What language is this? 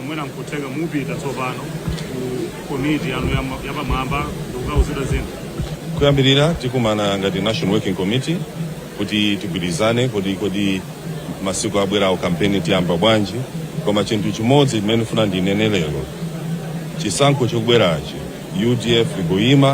Nyanja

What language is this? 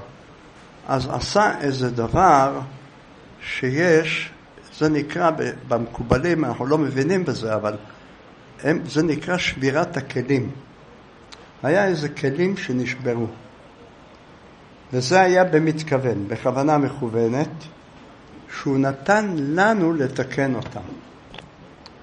Hebrew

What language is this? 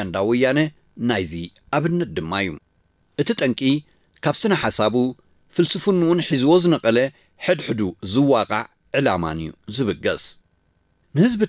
Tigrinya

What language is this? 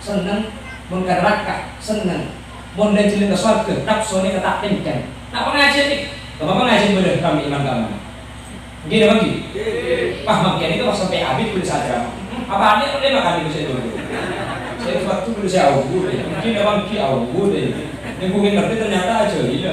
Madurese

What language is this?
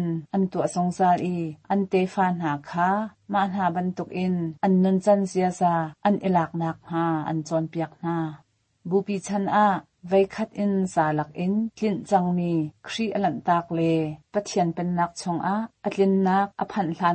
Hakha Chin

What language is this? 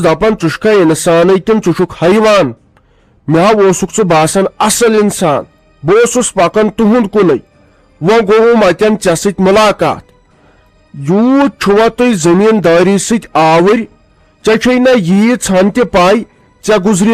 Kashmiri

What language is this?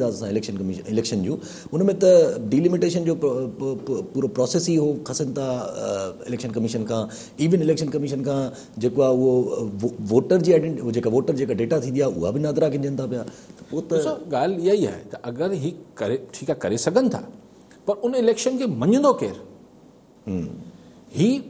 Sindhi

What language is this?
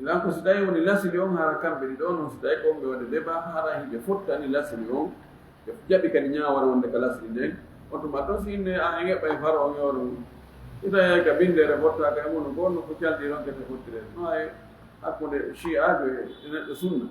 Fula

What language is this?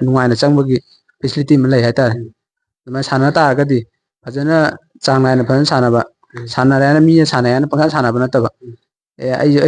Manipuri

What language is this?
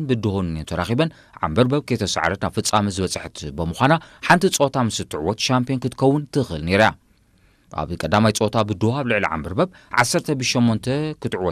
Tigrinya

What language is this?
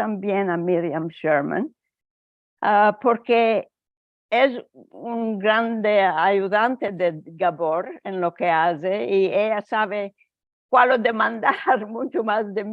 Ladino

